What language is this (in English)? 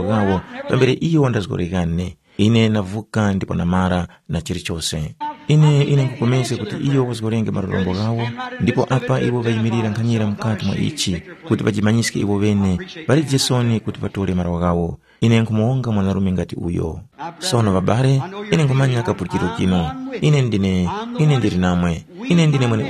Tumbuka